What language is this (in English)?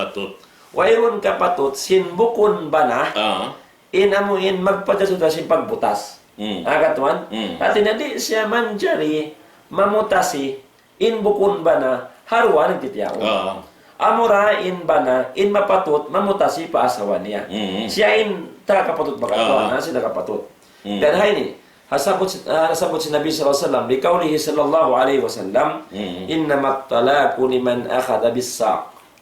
Tausug